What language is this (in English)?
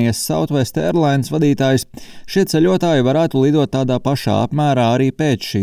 Latvian